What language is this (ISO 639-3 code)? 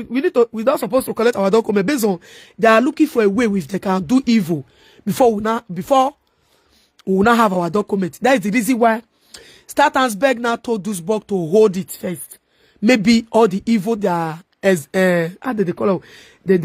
pcm